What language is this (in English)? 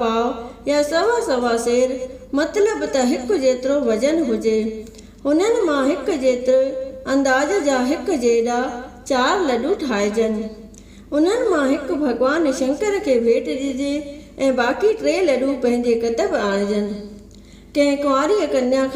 Sindhi